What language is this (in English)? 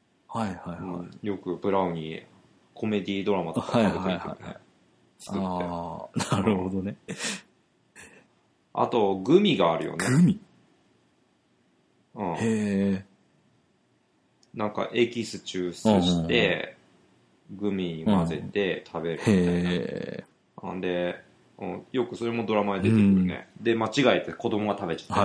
Japanese